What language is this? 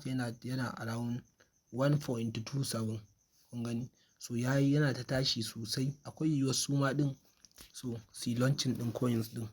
Hausa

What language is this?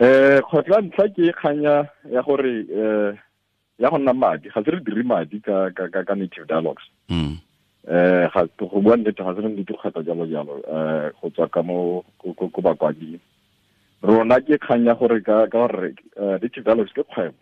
Tswana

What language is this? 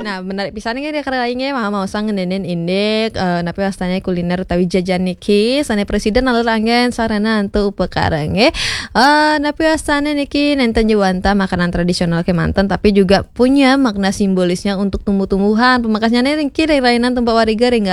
Balinese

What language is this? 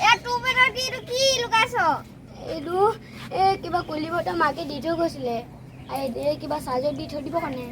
Assamese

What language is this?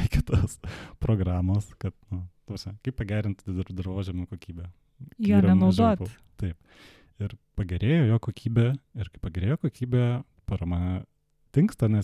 Lithuanian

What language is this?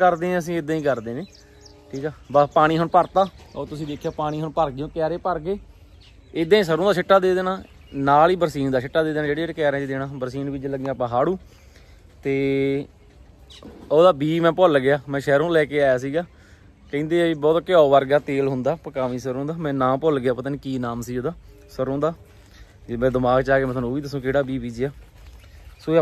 Punjabi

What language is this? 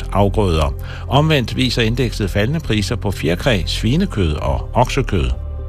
Danish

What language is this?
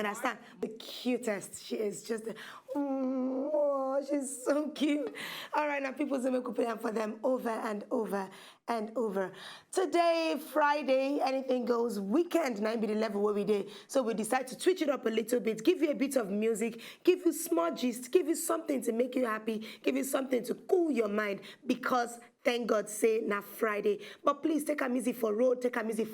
Nigerian Pidgin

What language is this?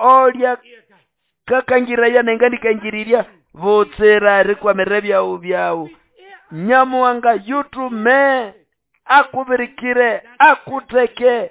Nande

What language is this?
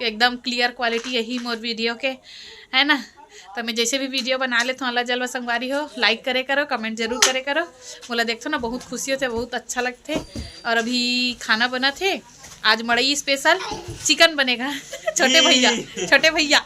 Chhattisgarhi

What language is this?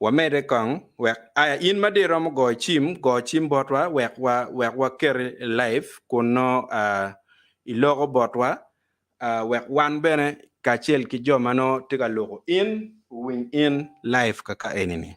Acoli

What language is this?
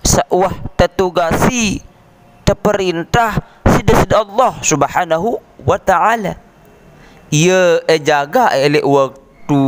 Sasak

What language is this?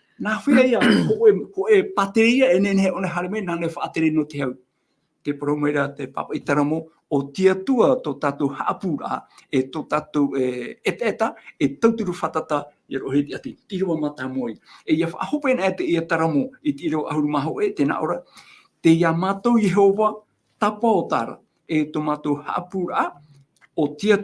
Tahitian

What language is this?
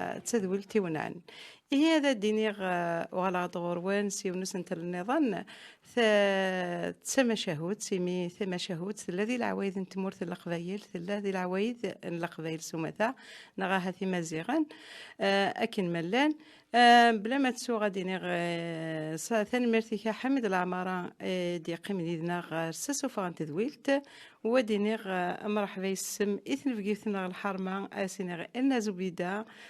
Kabyle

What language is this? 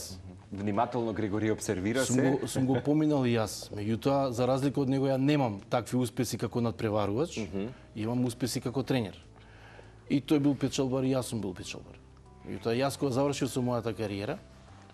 Macedonian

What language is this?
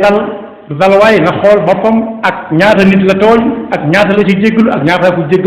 Wolof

